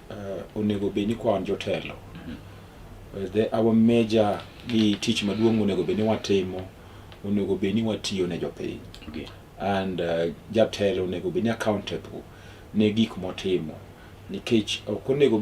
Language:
Luo (Kenya and Tanzania)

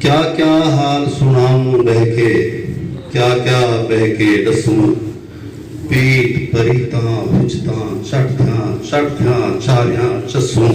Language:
Saraiki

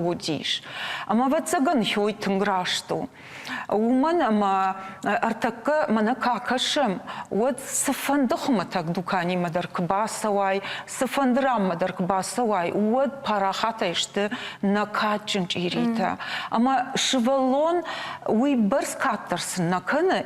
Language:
Ossetic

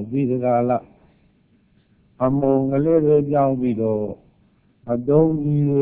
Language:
Burmese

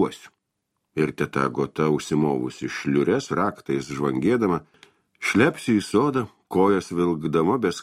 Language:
Lithuanian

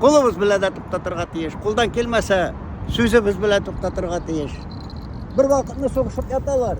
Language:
Tatar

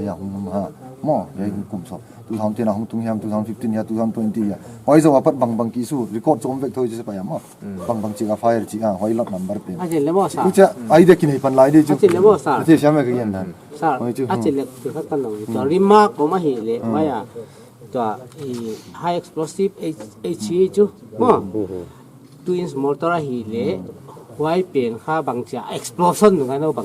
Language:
Paite Chin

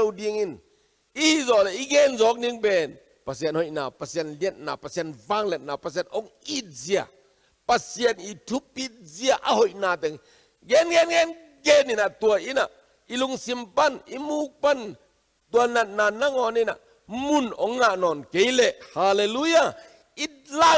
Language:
Tedim Chin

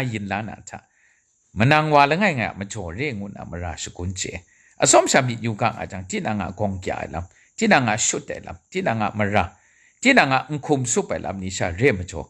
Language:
Kachin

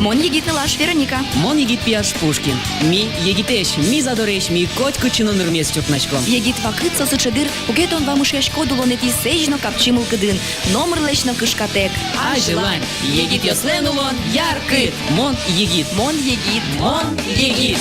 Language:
Udmurt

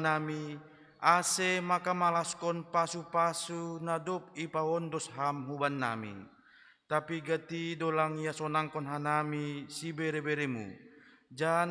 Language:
Batak Simalungun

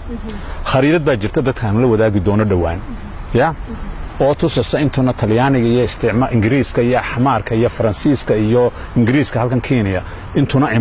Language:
Somali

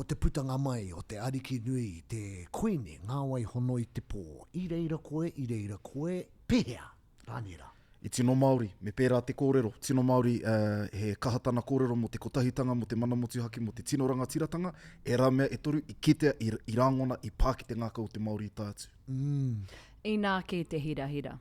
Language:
Māori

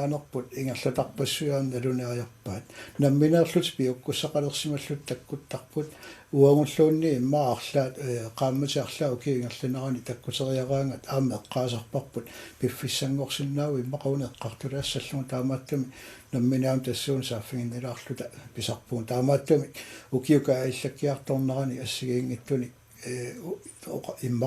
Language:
Kalaallisut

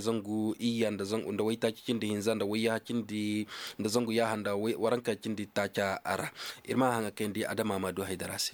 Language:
Koyraboro Senni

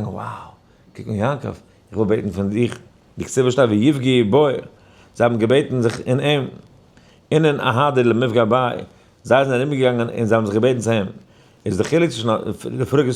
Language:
Yiddish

